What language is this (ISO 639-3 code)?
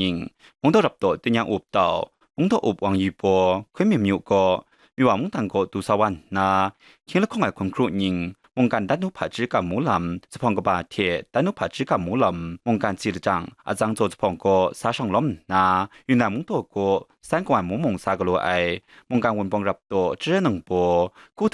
kac